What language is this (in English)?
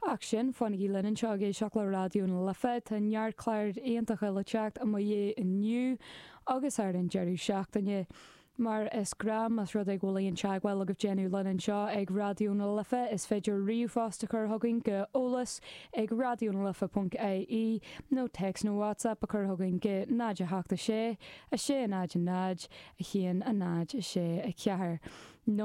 Irish